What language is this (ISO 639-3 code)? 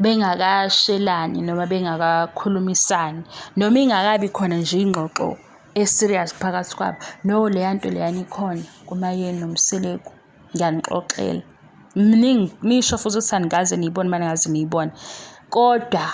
zul